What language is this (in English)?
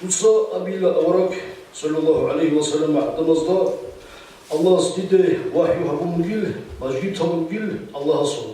Avaric